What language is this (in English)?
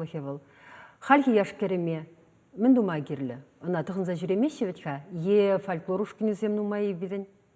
Chuvash